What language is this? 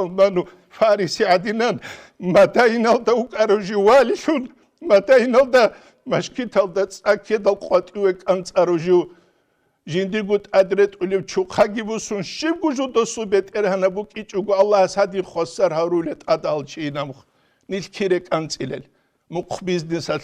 Avaric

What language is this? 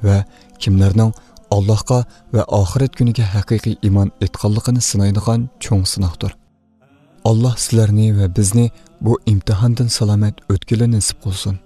Uyghur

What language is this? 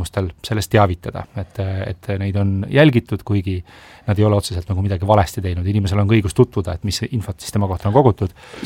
Estonian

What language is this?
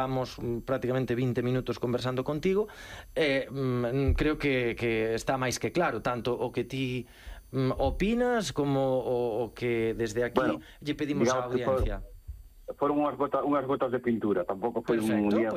Galician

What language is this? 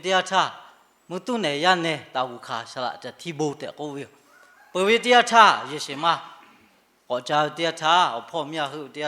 Lahu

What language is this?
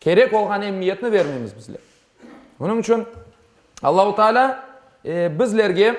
Crimean Tatar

